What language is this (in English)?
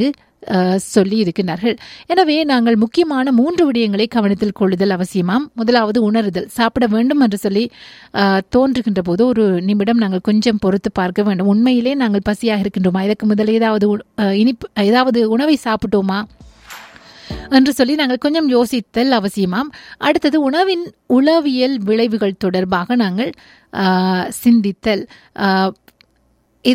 Tamil